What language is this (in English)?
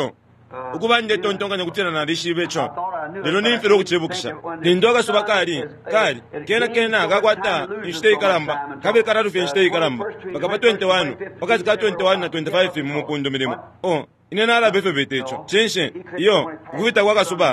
Bemba